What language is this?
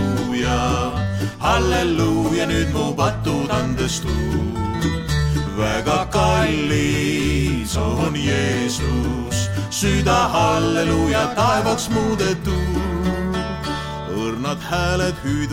Estonian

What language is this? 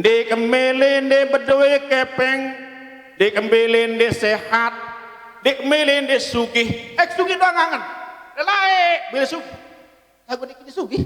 Sasak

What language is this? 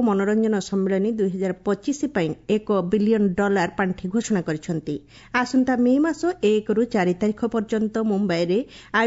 Odia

